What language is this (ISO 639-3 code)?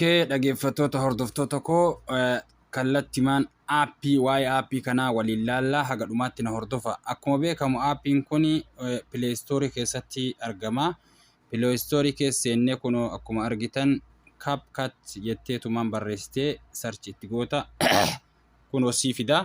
orm